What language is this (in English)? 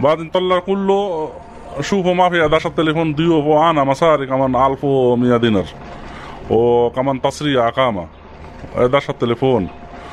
North Levantine Arabic